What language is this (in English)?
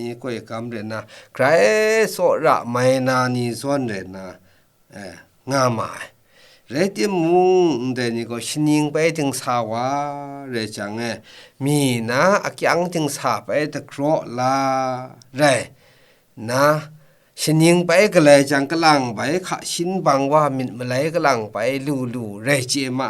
Kachin